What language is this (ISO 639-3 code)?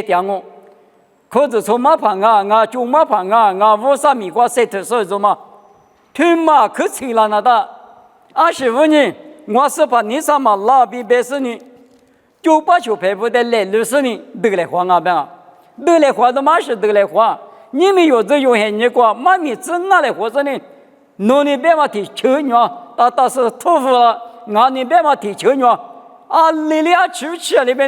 lis